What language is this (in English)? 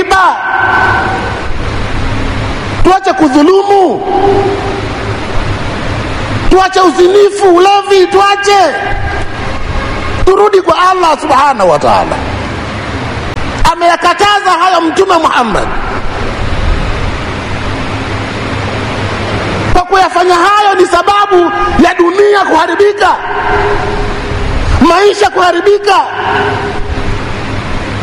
Swahili